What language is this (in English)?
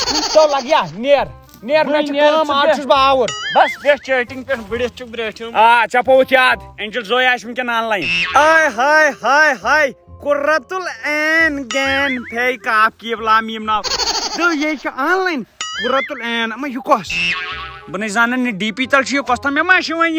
Kashmiri